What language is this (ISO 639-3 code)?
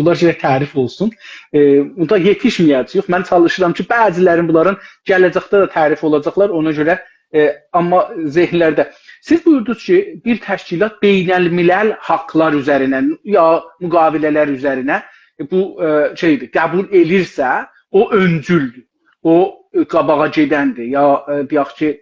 azb